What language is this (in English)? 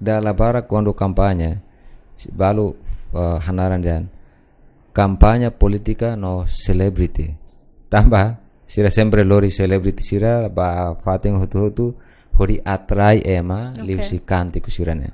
Tetum